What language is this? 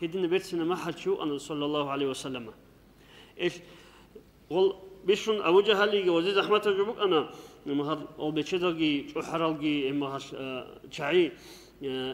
Avaric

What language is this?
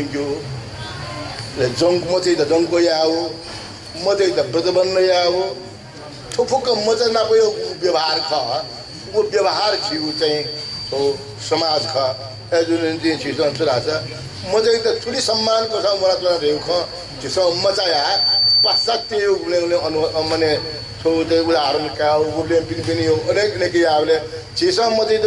Newari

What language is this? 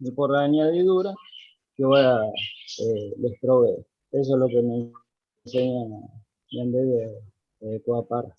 Guarani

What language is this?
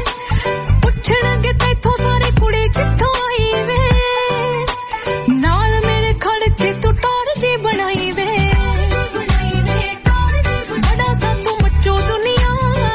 Punjabi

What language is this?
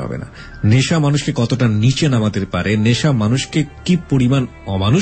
Bangla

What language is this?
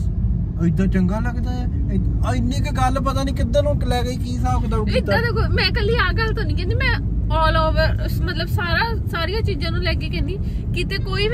Punjabi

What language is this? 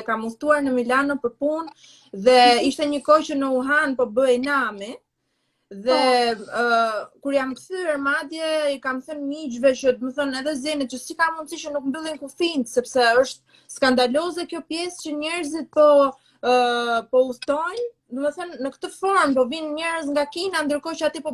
Albanian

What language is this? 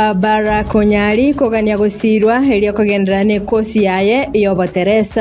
Gusii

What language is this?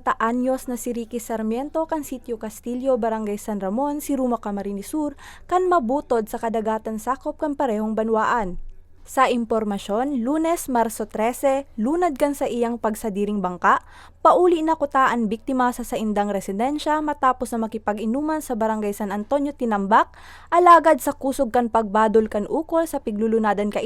Bikol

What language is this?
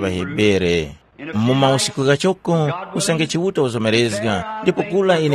Tumbuka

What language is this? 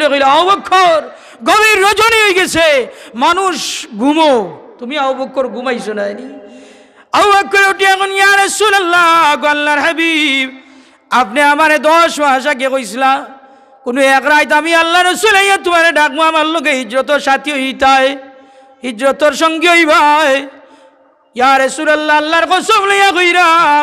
Sylheti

